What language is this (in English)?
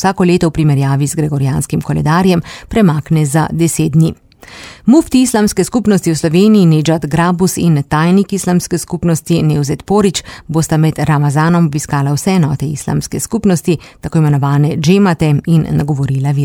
Slovenian